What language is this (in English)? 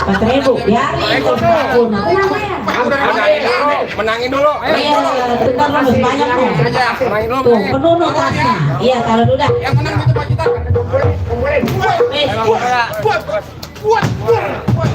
Betawi